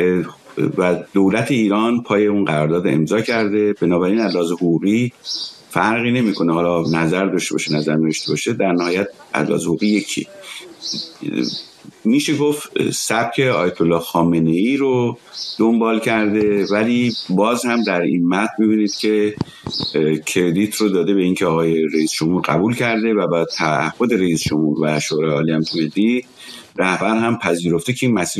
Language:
Persian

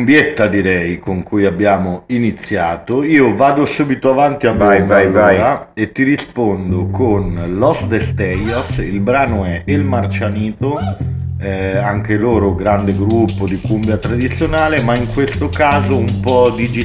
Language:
Italian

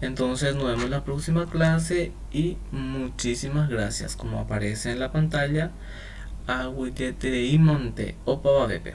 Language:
Guarani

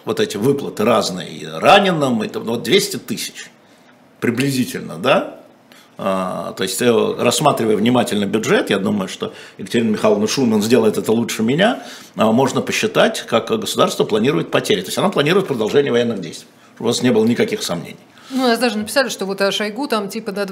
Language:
Russian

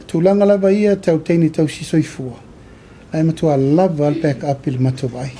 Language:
Samoan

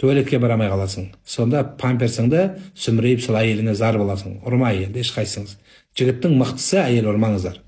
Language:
Kazakh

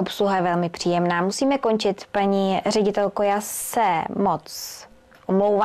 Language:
Czech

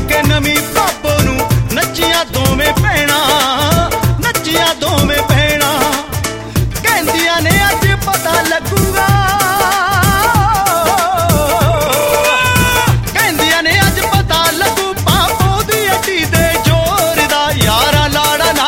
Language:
Punjabi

